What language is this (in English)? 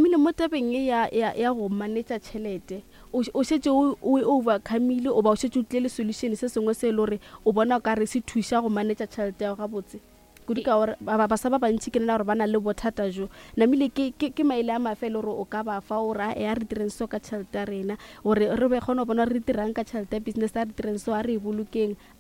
Northern Sotho